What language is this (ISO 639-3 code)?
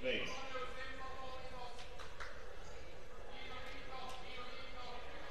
fin